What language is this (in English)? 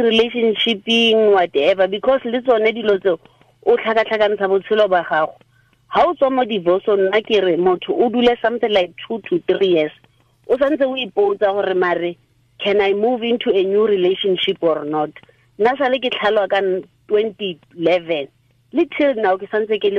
Tswana